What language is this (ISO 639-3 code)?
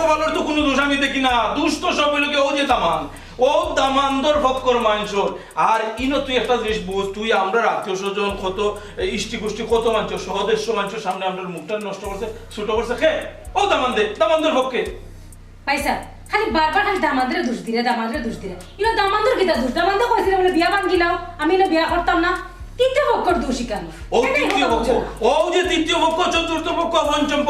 syl